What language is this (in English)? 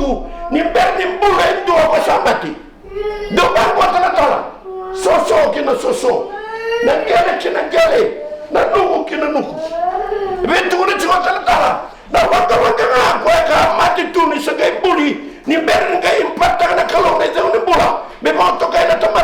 Fijian